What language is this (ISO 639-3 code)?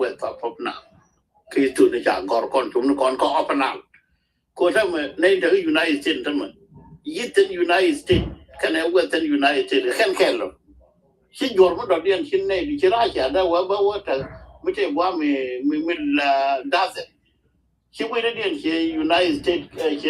nus